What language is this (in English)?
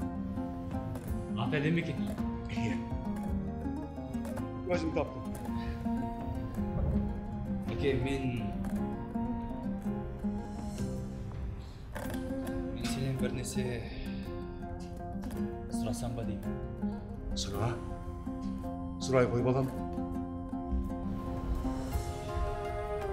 Kazakh